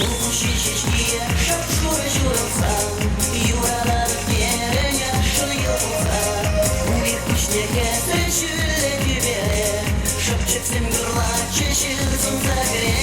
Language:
Chuvash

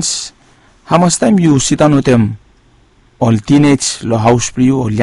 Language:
Bislama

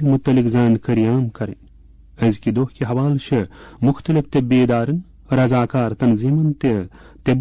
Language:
Kashmiri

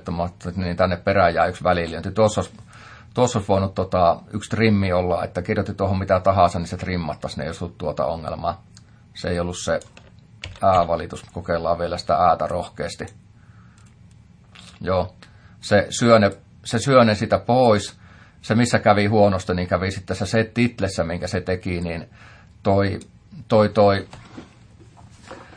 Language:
Finnish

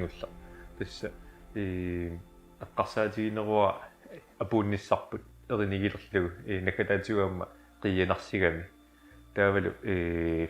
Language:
Kalaallisut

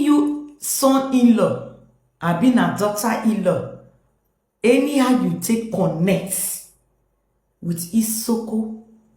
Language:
Nigerian Pidgin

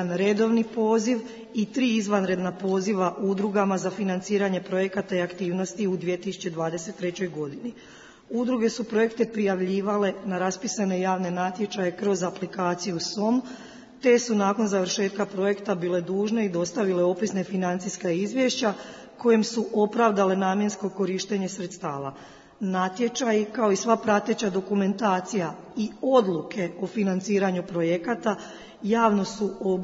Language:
Croatian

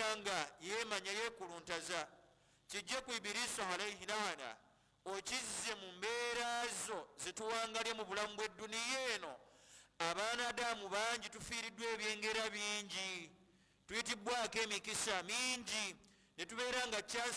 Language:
Ganda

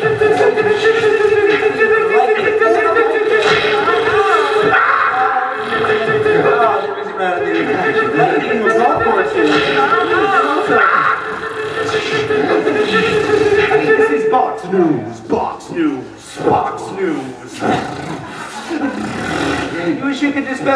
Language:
English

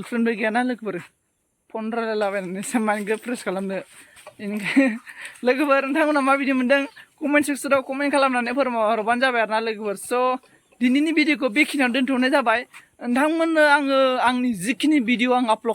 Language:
Bodo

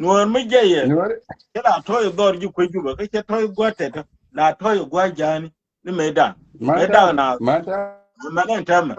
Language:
Nuer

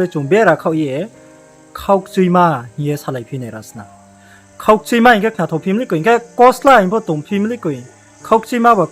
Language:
Riang (India)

